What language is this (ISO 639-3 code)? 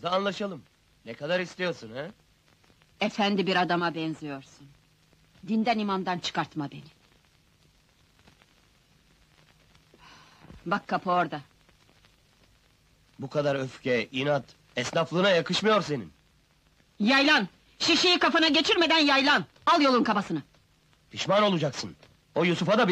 tur